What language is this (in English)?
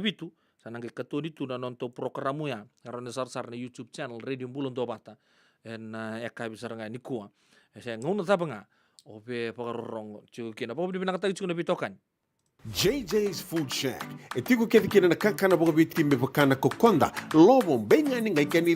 Fijian